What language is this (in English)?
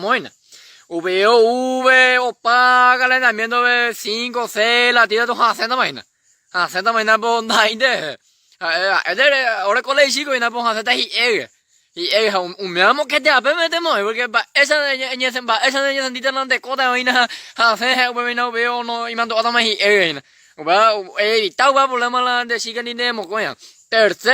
Guarani